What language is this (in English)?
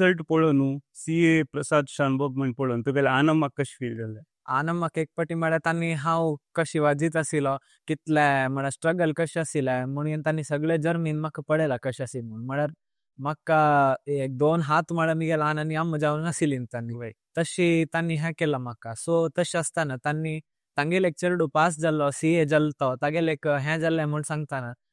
Konkani